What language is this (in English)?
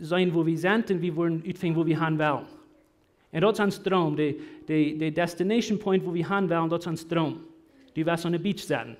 Plautdietsch